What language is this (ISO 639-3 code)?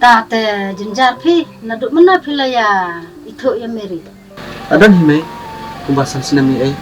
kha